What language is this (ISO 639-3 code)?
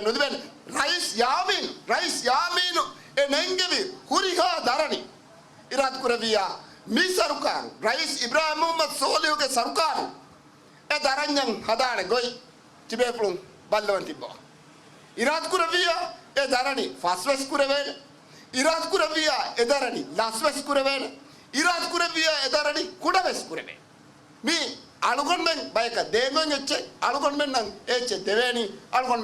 div